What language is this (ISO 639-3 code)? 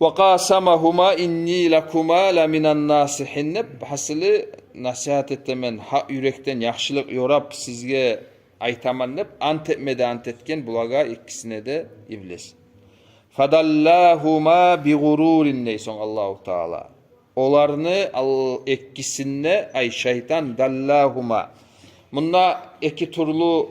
kum